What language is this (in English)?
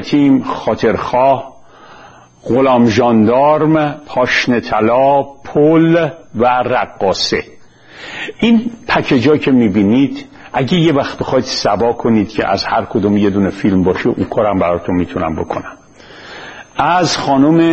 Persian